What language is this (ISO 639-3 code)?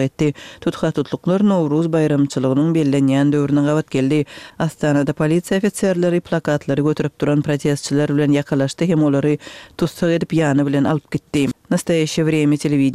kir